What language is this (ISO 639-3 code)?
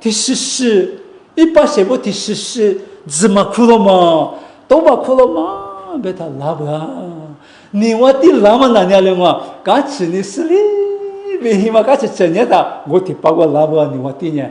lis